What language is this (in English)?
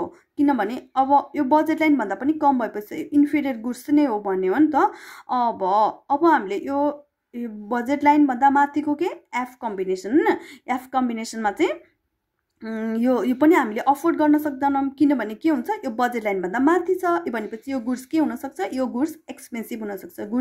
Nepali